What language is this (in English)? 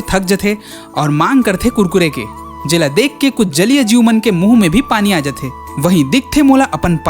Chhattisgarhi